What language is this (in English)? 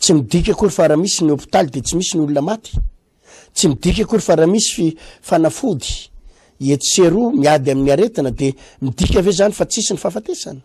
Malagasy